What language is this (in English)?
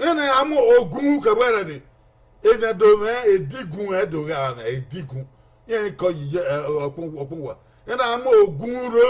Bini